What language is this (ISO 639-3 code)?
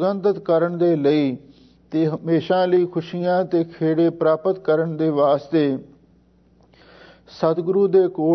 pan